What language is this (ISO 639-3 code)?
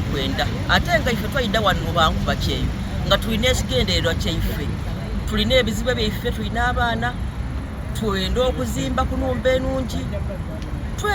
xog